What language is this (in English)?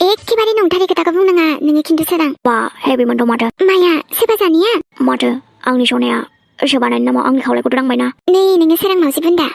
Bodo